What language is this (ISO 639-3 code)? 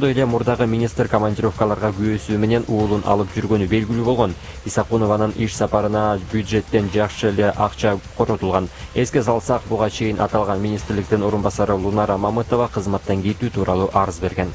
kir